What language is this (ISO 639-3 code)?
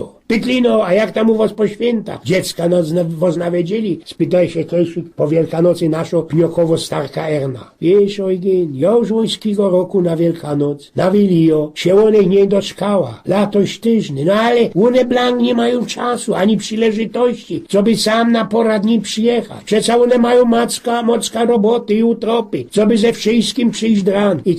szl